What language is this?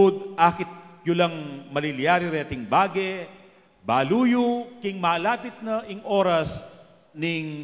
Pampanga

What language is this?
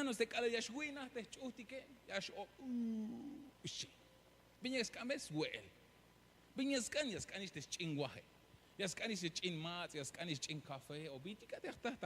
Tzeltal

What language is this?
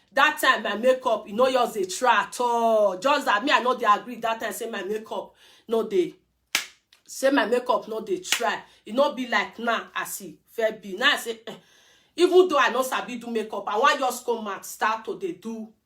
Nigerian Pidgin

